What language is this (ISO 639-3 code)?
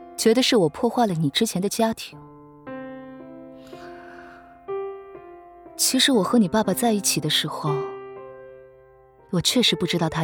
zho